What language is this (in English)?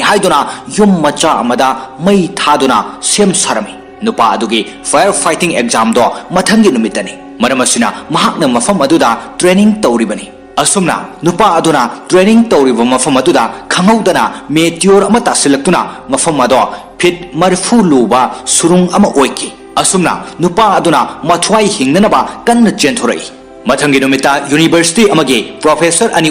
Manipuri